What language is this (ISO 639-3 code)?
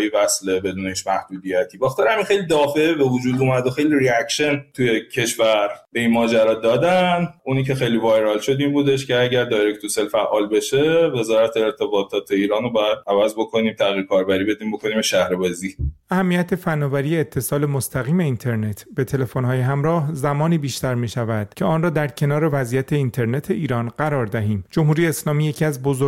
fas